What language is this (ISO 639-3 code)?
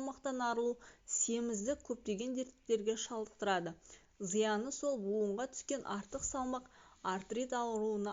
kaz